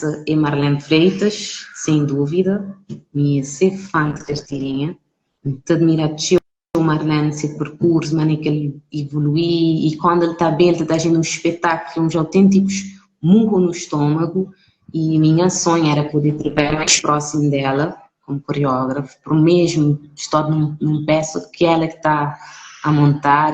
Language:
Kabuverdianu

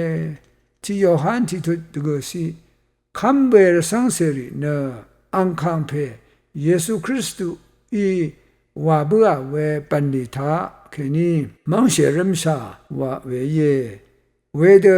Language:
Rawang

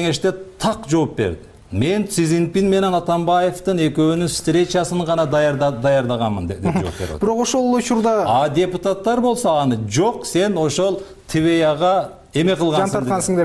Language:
Kyrgyz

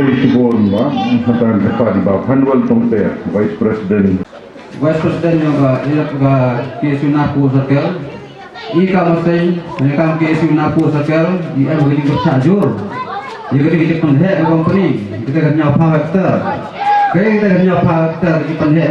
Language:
Khasi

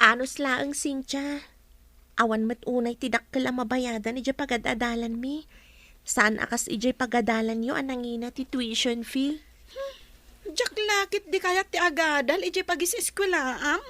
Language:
Iloko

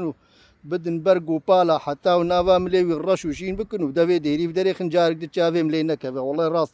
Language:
Kurdish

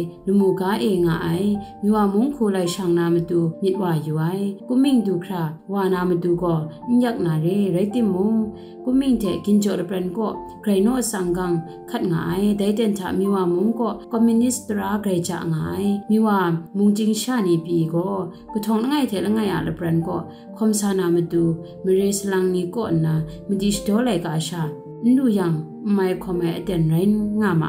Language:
Kachin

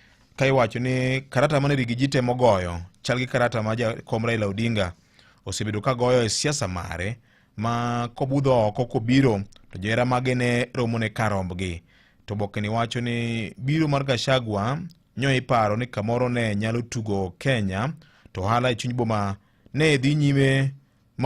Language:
Luo (Kenya and Tanzania)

